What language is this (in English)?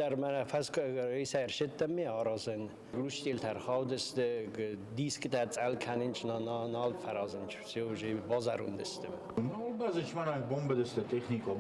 Ossetic